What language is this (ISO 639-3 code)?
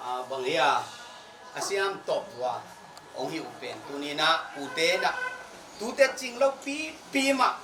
ctd